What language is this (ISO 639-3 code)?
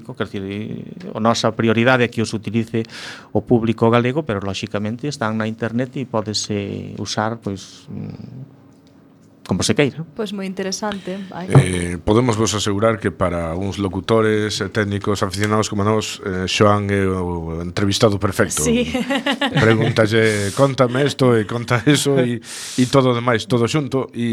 glg